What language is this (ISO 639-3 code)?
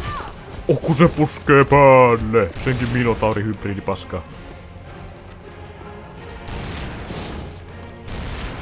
fin